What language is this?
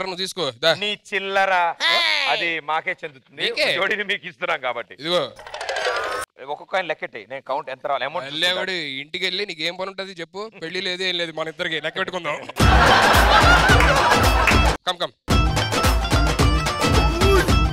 Telugu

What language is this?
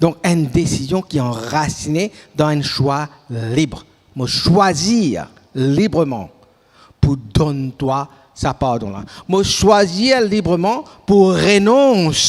Morisyen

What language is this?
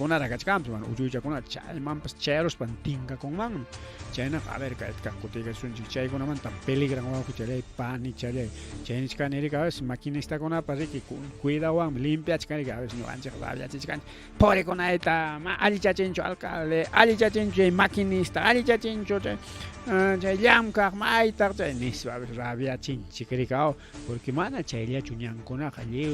Ayacucho Quechua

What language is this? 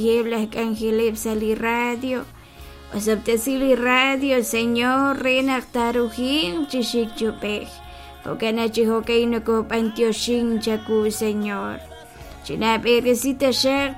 Kekchí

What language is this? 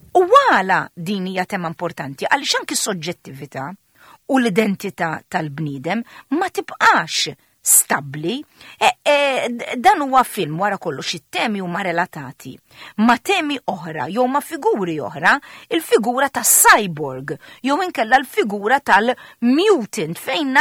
Maltese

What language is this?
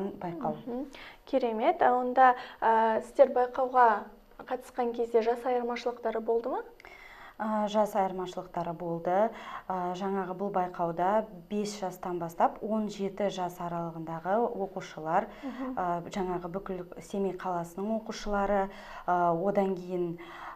Kazakh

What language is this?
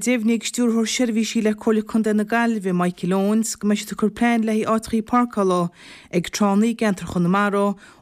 Irish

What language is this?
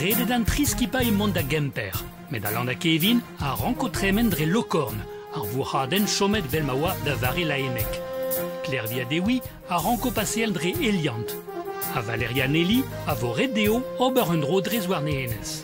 Breton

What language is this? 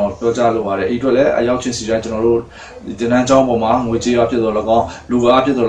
Burmese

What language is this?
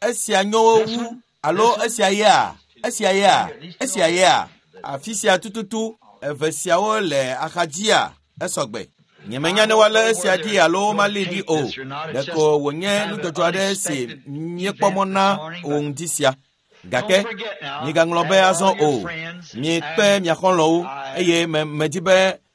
Ewe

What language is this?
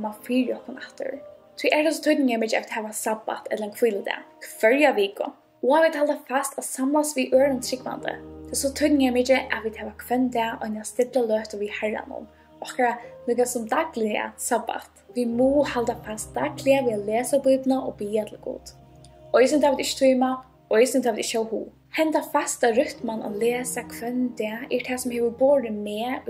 Faroese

